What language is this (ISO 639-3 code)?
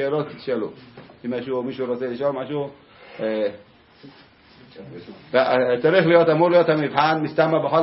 heb